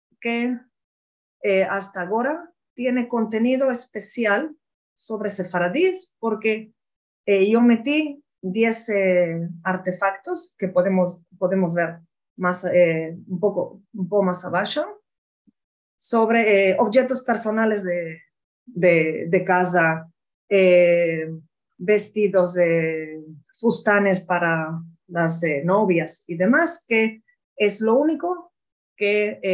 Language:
Ladino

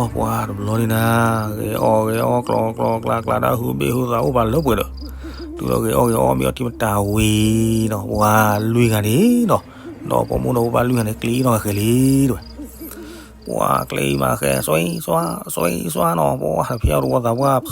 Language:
S'gaw Karen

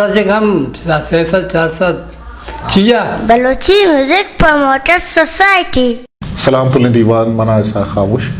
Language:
Eastern Balochi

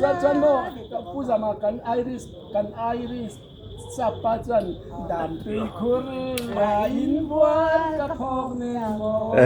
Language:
Mizo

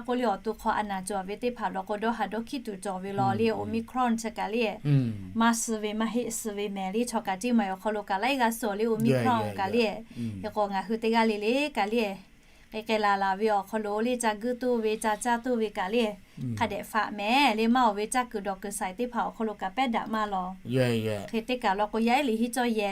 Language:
Lahu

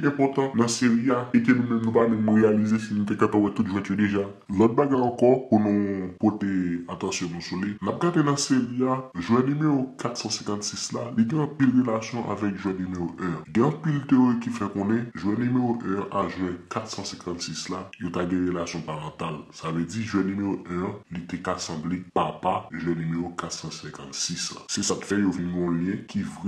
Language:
Haitian Creole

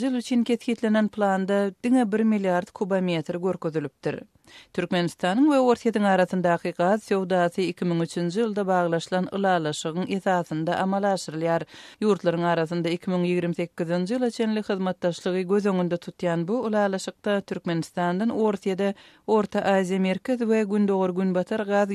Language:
Turkmen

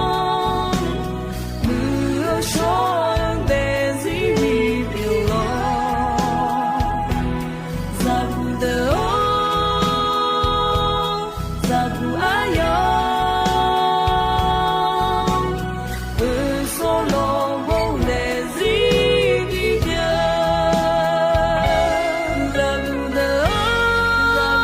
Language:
Akha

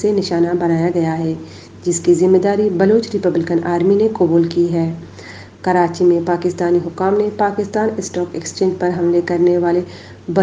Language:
Urdu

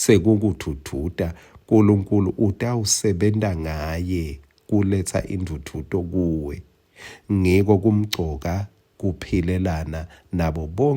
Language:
Swati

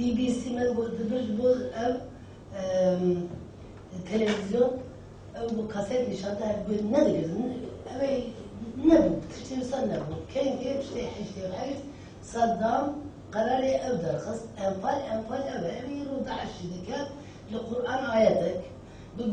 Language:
Kurdish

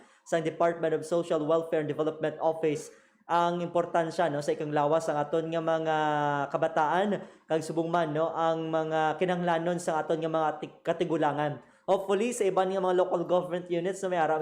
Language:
Hiligaynon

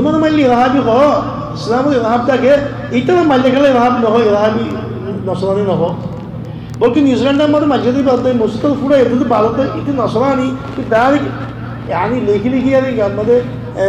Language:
Rohingya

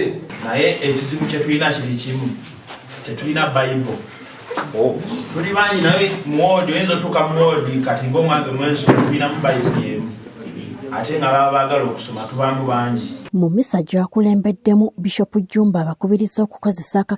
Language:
Ganda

